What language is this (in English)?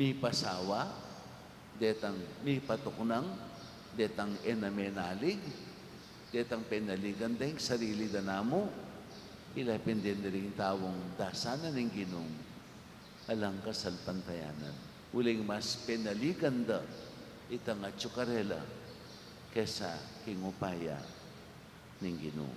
Pampanga